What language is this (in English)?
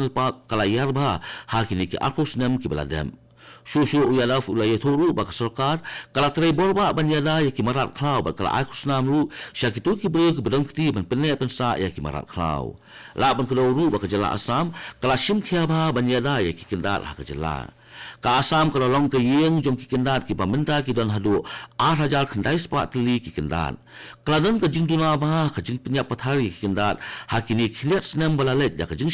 Khasi